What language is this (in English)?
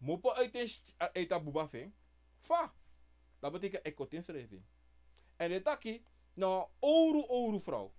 Sranan Tongo